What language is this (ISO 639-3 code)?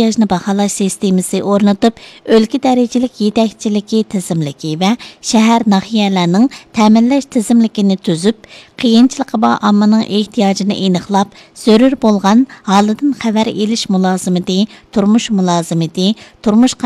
uig